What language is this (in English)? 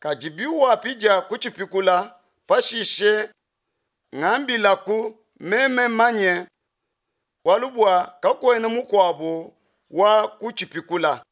Luba-Lulua